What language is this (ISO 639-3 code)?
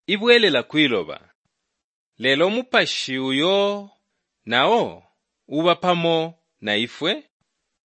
bem